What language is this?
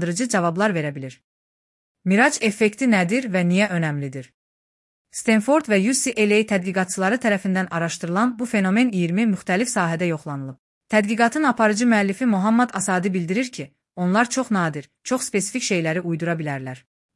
Azerbaijani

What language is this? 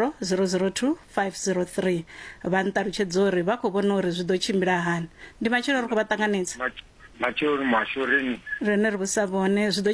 Venda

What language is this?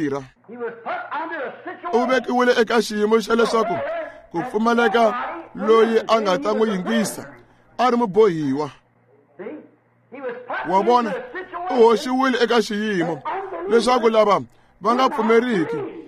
Tsonga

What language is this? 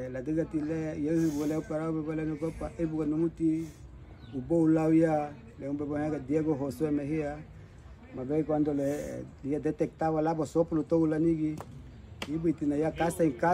Garifuna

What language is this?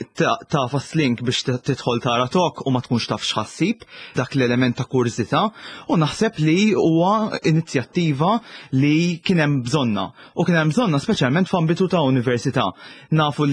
Maltese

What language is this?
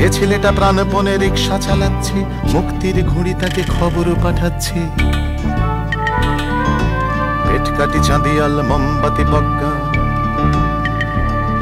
Bangla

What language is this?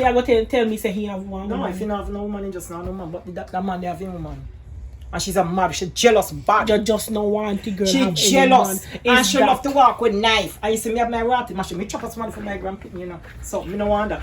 Jamaican Creole English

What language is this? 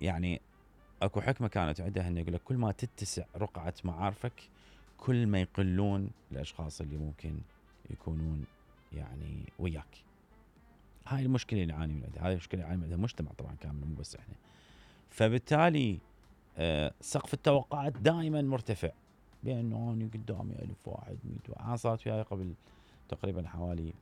Mesopotamian Arabic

